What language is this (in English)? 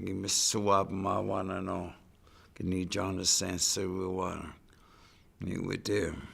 Chippewa